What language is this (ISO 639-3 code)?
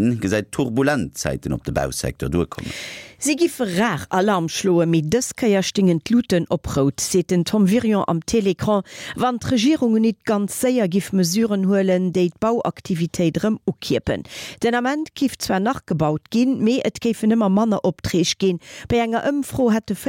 ltz